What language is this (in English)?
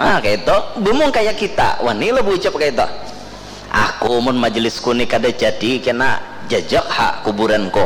Banjar